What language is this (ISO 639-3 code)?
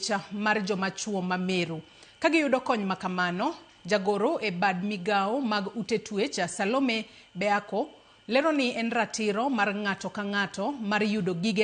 luo